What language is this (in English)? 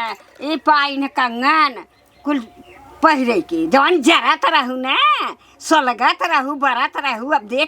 Awadhi